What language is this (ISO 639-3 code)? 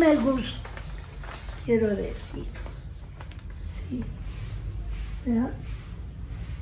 spa